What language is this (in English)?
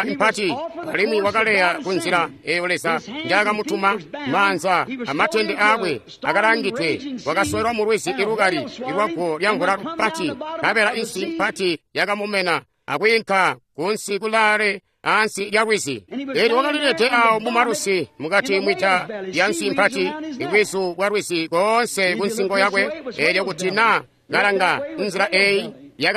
Tonga (Zambia)